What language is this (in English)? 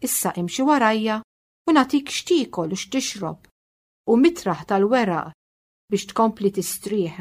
Maltese